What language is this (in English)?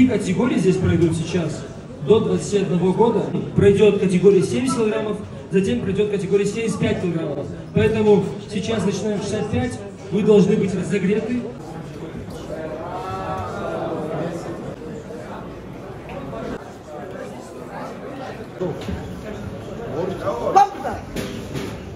Russian